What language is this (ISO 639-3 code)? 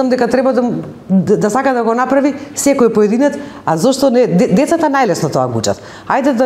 mkd